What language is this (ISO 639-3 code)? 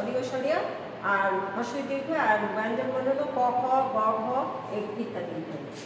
ben